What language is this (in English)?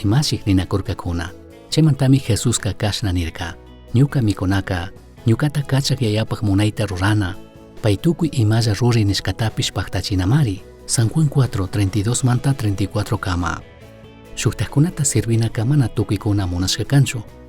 Chimborazo Highland Quichua